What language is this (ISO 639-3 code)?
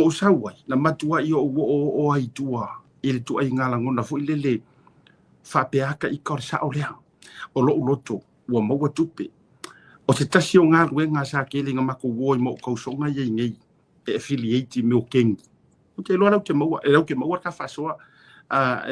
smo